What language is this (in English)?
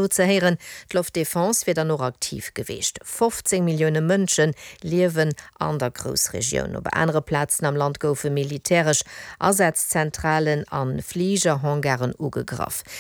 Luxembourgish